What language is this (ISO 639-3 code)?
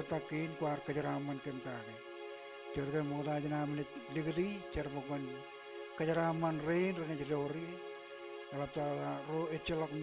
mah